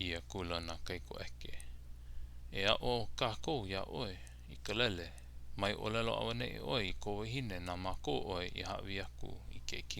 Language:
Hawaiian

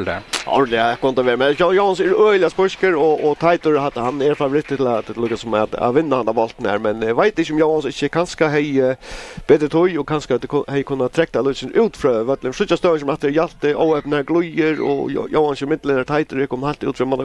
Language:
Faroese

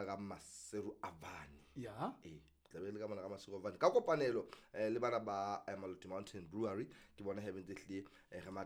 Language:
Southern Sotho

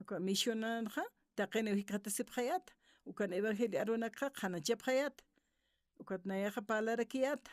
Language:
Aymara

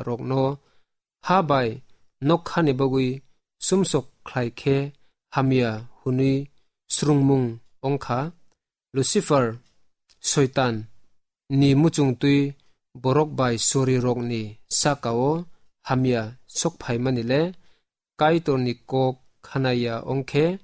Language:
Kok Borok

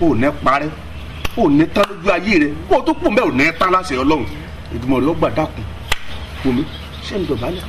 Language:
Yoruba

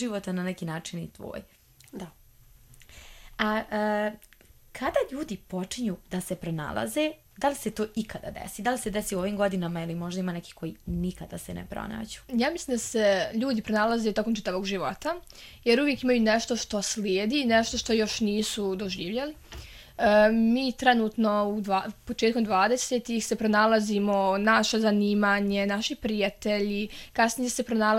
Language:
Bosnian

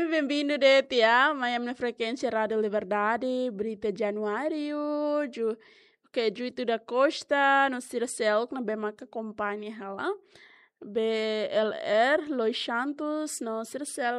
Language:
Tetum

